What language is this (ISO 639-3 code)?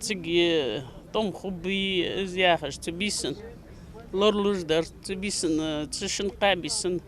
inh